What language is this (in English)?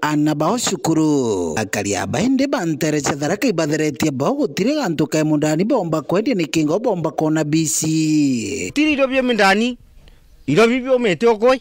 Meru